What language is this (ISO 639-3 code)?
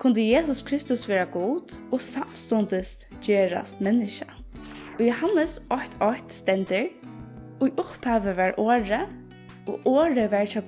fao